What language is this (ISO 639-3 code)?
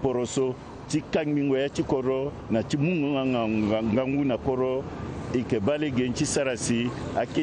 sag